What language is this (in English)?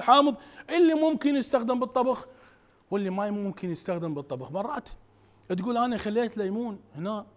Mesopotamian Arabic